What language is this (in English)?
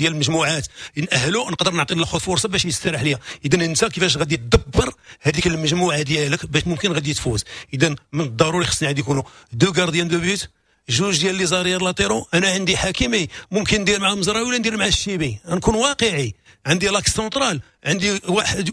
Moroccan Arabic